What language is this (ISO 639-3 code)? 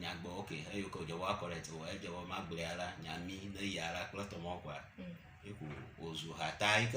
ewe